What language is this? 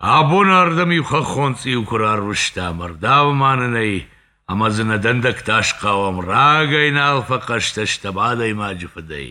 Ossetic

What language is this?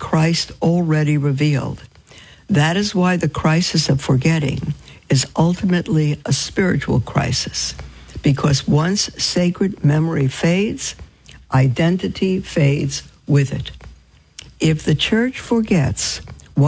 English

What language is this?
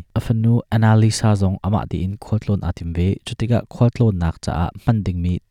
Hakha Chin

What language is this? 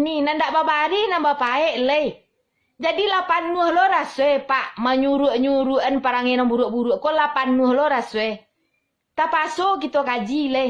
Minangkabau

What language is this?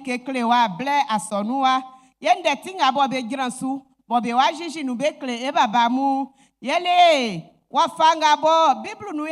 Baoulé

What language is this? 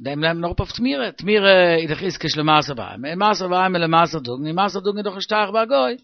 Yiddish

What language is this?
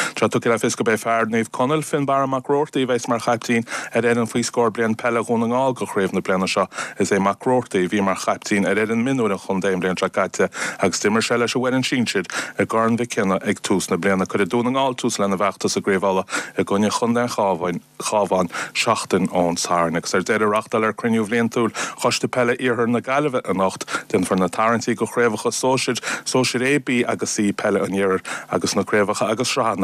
Irish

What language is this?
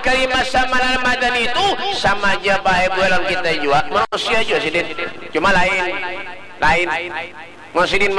Banjar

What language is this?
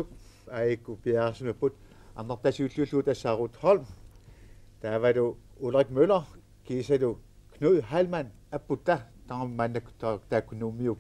Kalaallisut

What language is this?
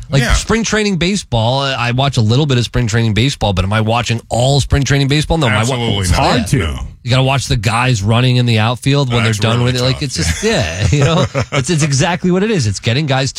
English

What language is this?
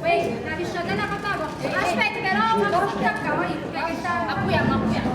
Neapolitan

